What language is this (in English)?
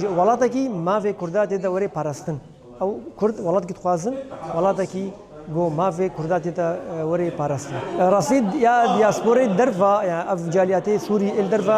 Kurdish